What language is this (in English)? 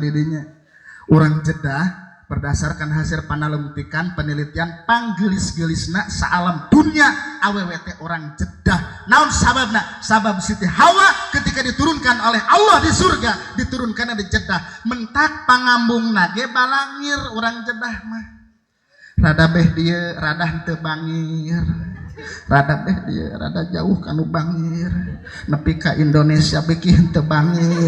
Sundanese